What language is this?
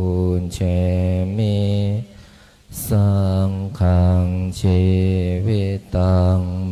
Pali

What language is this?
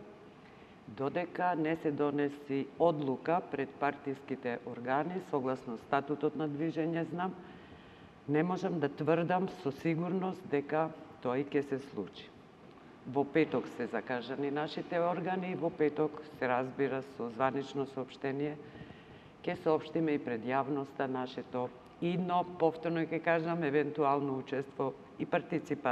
Macedonian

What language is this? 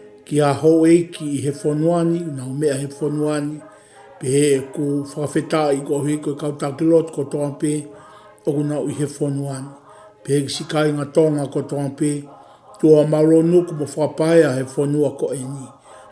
Tongan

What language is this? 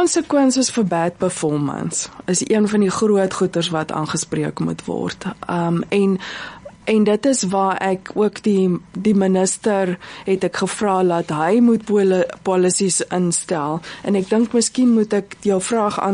Afrikaans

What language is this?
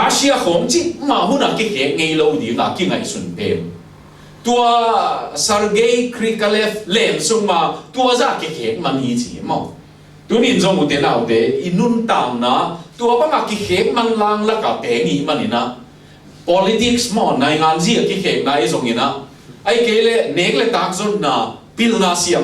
Tedim Chin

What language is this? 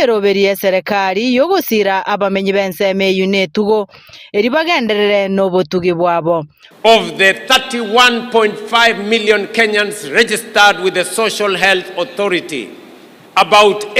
Gusii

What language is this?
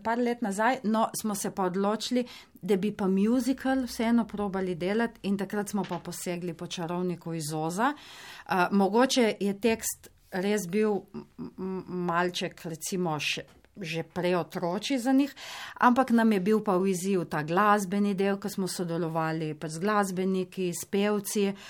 Slovenian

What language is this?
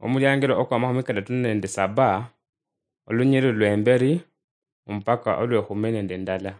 Luyia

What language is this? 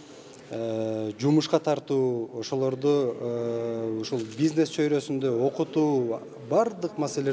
Kyrgyz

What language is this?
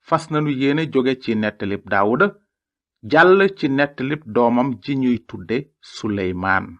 Wolof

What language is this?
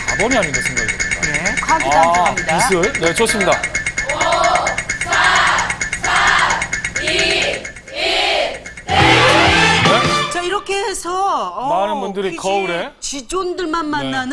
Korean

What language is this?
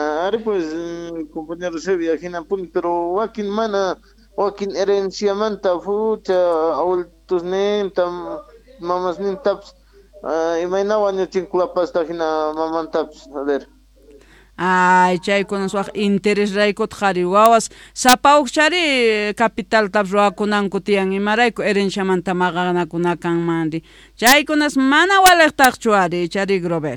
Quechua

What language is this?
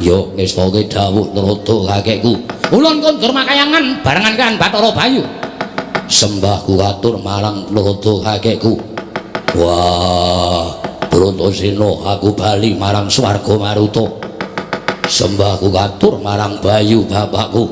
Javanese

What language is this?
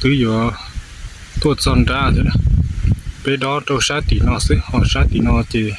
Hmong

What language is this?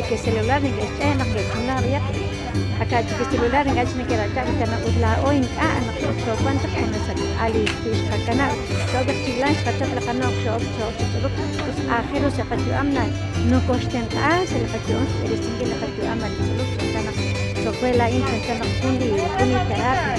Kekchí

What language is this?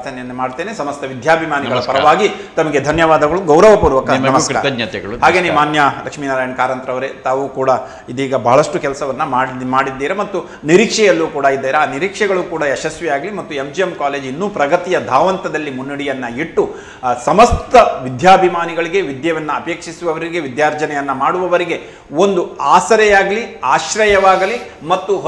Kannada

